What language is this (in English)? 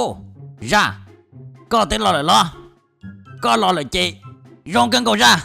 Hmong